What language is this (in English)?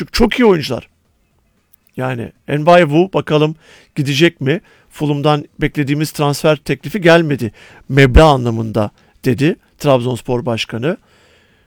Turkish